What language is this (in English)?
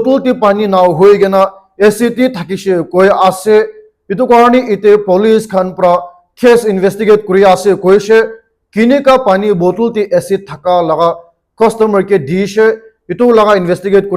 Naga Pidgin